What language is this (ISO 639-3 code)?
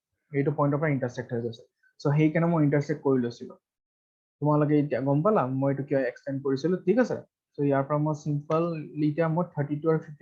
asm